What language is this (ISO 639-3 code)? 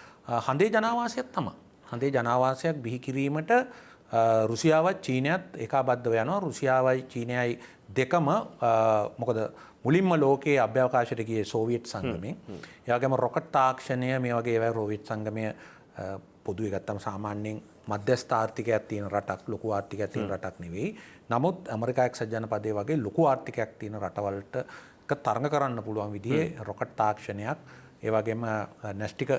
sin